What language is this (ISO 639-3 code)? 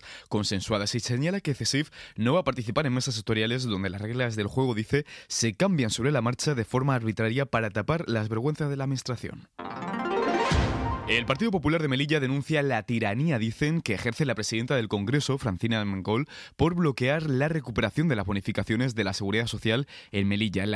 spa